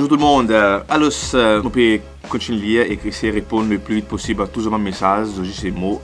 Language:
Morisyen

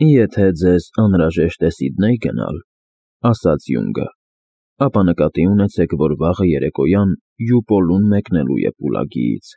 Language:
Armenian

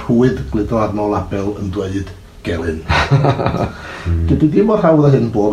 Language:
Welsh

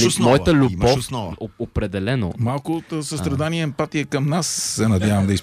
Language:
Bulgarian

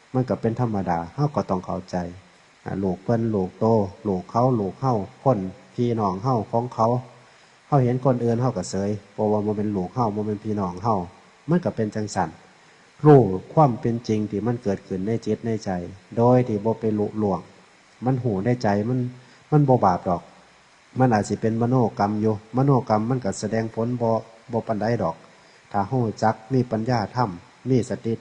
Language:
Northeastern Thai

